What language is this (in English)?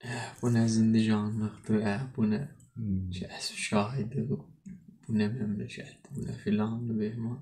South Azerbaijani